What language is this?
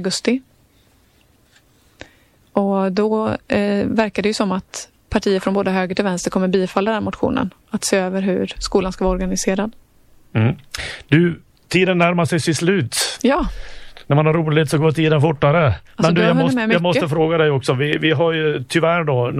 Swedish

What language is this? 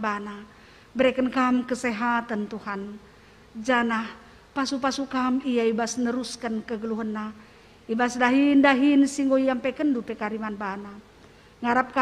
Batak Karo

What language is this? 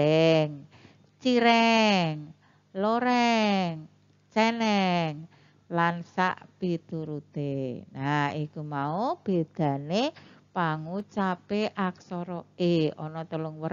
Javanese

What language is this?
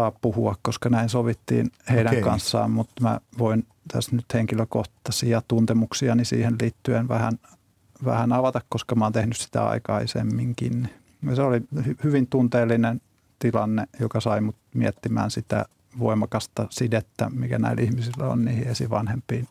Finnish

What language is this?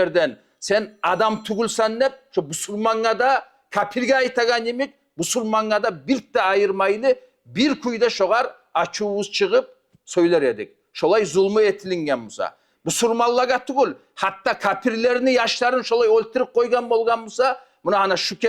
Kumyk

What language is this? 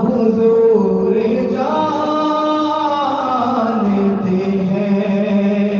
Saraiki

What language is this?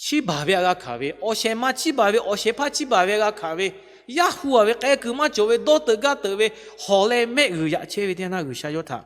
Lahu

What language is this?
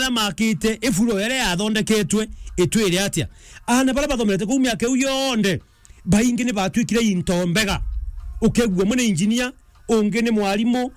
Meru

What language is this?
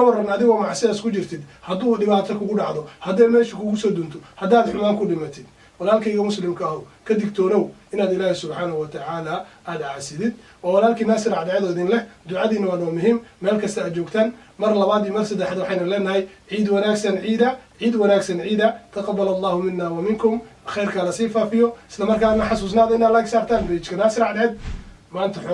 Somali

